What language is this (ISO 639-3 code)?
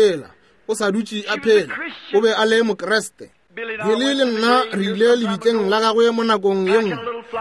nso